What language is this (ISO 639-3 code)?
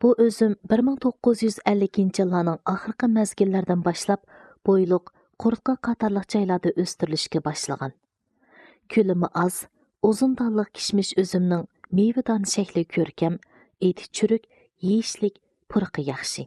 uig